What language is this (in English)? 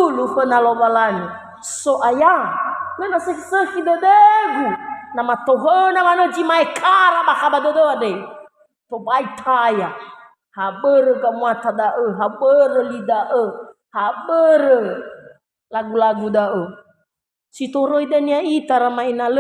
Nias